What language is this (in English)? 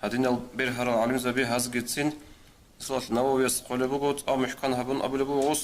Avaric